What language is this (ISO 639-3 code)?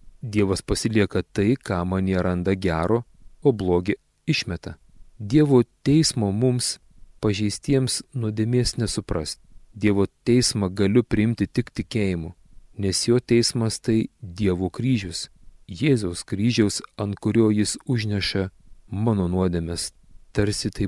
lit